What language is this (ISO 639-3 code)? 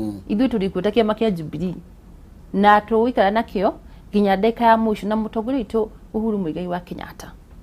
kik